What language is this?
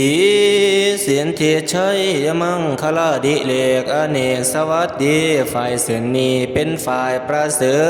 Northeastern Thai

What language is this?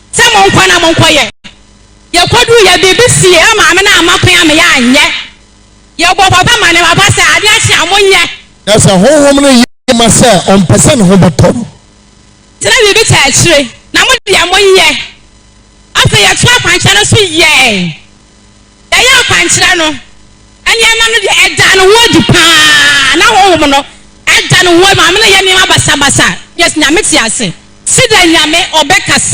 Akan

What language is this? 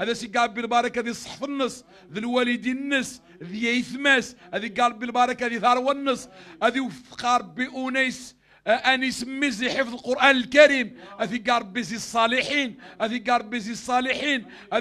Moroccan Arabic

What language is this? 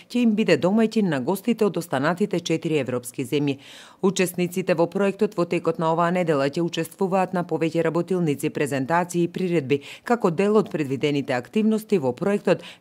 Macedonian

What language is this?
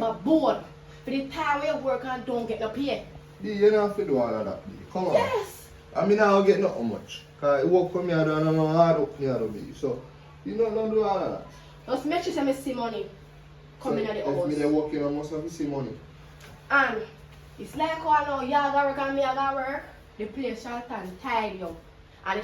Jamaican Creole English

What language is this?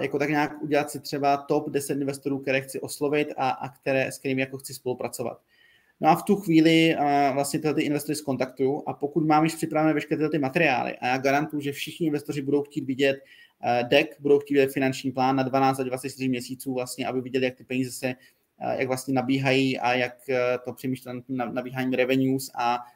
Czech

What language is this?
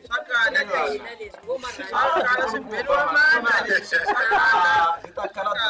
Tsonga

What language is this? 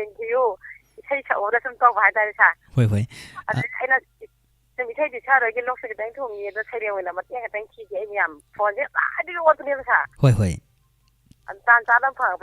Manipuri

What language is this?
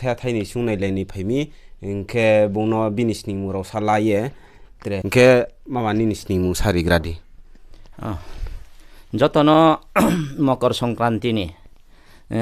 Riang (India)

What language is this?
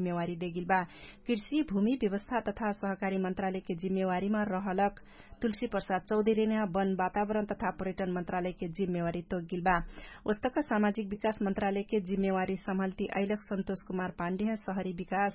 Dangaura Tharu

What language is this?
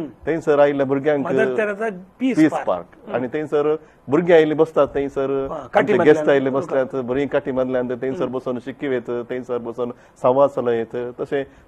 Konkani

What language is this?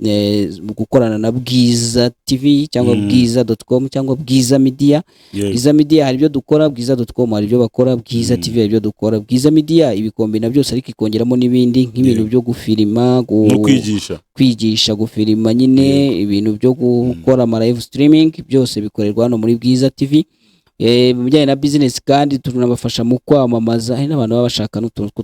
Kinyarwanda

